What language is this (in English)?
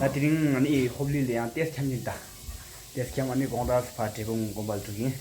Tibetan